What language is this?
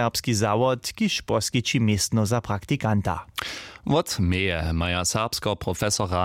Upper Sorbian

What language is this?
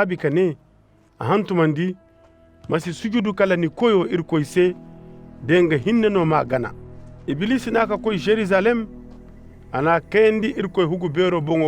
Koyraboro Senni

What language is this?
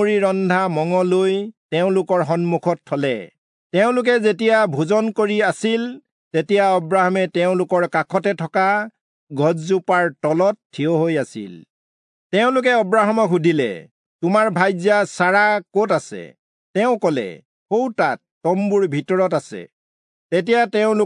Assamese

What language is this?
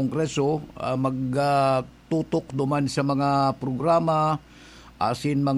Bikol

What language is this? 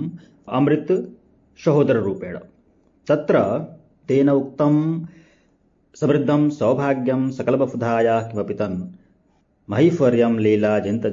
Sanskrit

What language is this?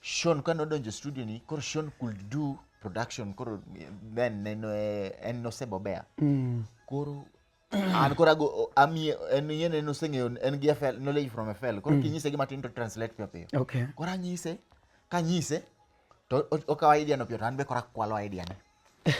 Luo (Kenya and Tanzania)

